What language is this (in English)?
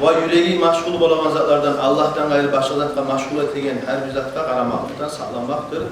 Kumyk